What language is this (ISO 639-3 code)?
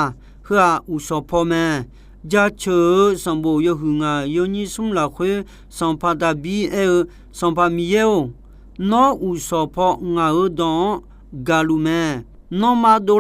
ahk